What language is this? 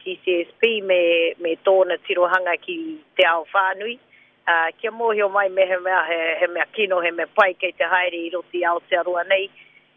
Māori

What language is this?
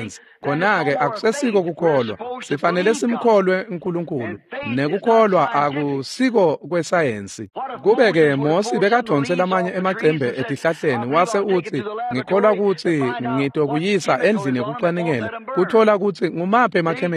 Swati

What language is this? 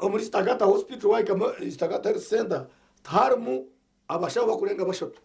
Nyankole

